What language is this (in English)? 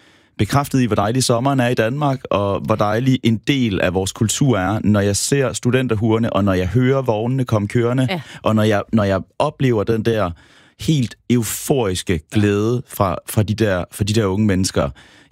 Danish